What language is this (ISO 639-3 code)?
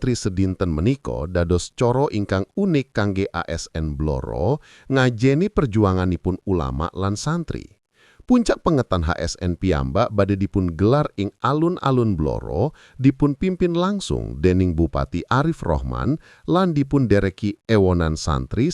jav